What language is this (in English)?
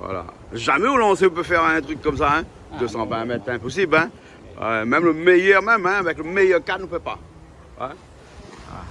Réunion Creole French